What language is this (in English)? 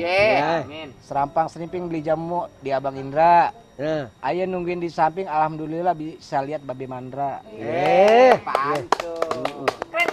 Betawi